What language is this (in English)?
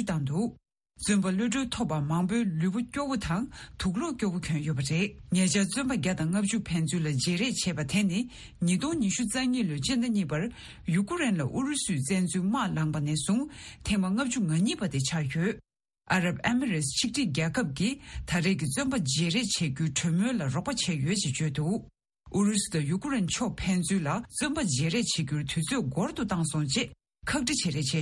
Tibetan